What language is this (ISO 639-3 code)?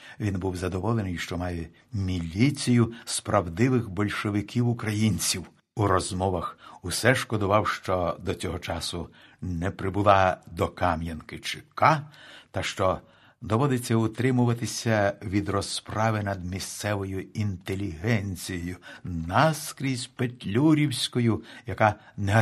ukr